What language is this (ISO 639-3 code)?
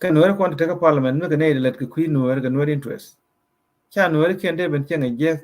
nus